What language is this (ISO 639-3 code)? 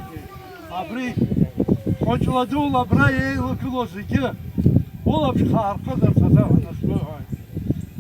abk